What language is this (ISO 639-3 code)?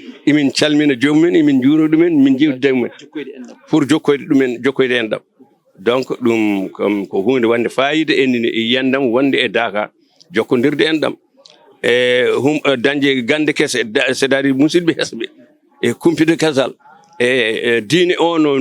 ful